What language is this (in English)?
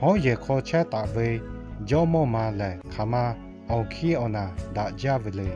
Lahu